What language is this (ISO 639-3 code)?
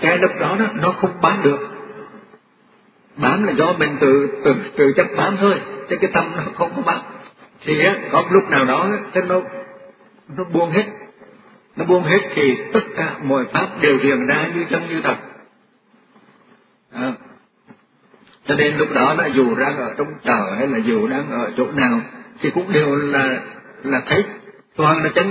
vie